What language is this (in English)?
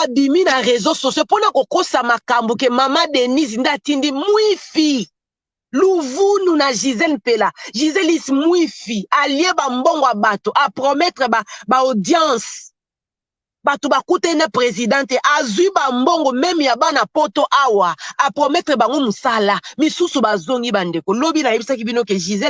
Lingala